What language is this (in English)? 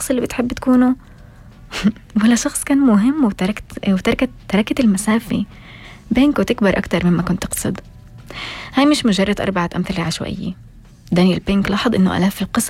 North Levantine Arabic